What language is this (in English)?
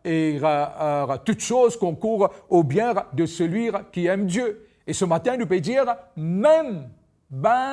Morisyen